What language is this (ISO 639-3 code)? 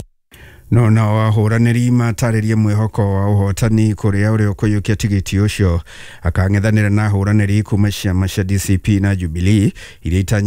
kik